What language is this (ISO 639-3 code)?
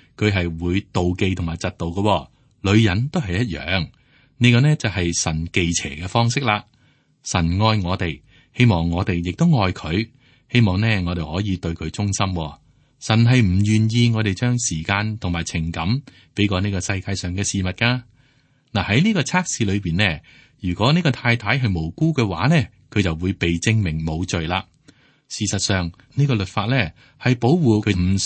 yue